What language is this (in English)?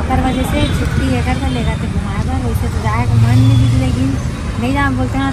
Chhattisgarhi